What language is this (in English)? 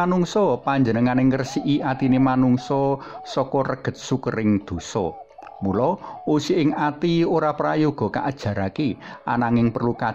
Javanese